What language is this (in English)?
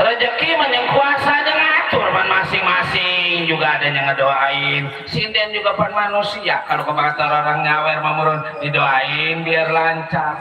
Betawi